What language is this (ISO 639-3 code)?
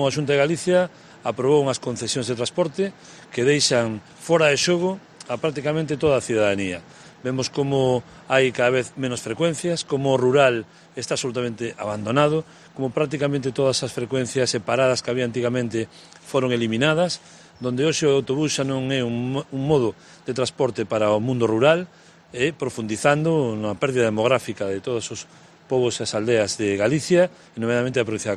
glg